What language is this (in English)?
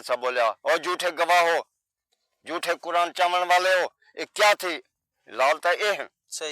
Saraiki